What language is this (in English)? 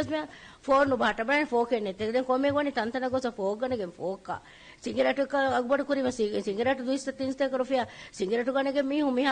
Divehi